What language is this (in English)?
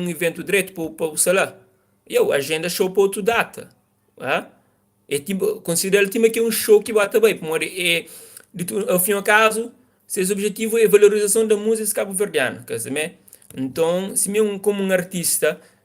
Kabuverdianu